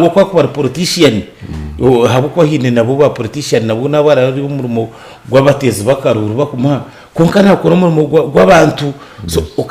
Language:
Nyankole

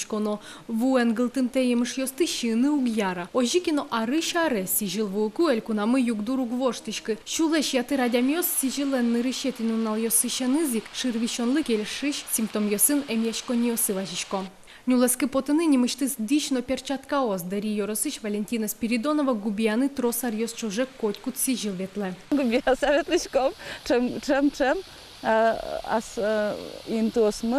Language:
Udmurt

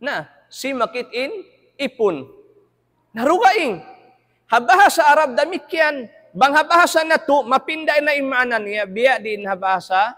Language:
Tausug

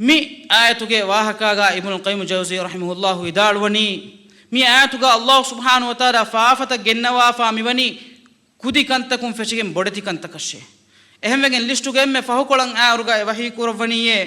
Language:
Divehi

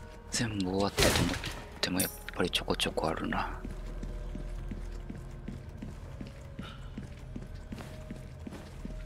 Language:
Japanese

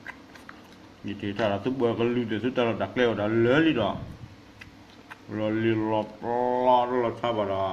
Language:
S'gaw Karen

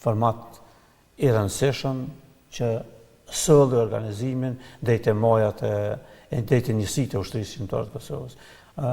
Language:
Albanian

